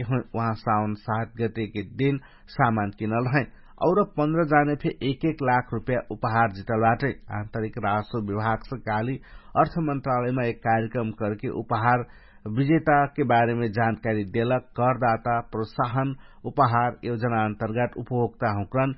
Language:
Dangaura Tharu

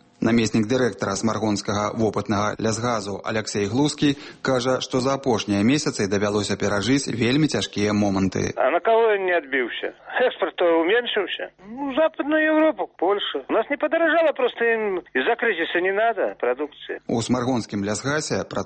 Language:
Belarusian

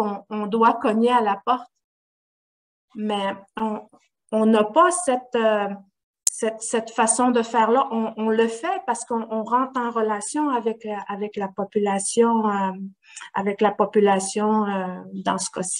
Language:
French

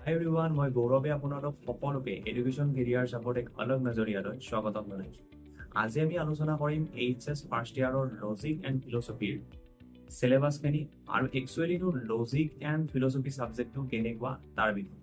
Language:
Assamese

